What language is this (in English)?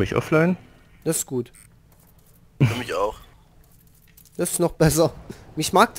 German